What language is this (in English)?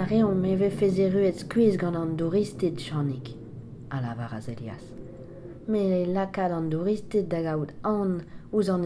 Breton